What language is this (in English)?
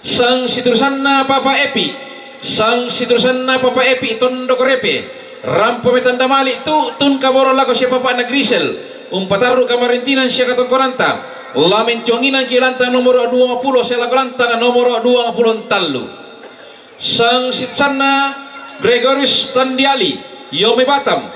Toraja-Sa'dan